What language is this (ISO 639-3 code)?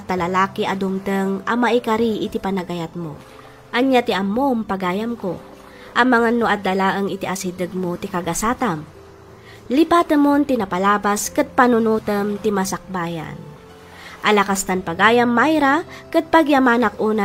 ilo